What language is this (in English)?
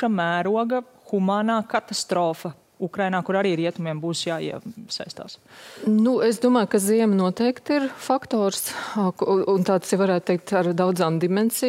Latvian